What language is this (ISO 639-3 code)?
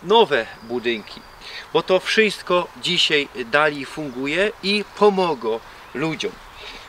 szl